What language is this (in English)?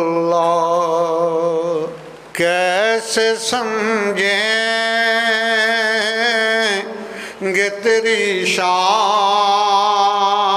Urdu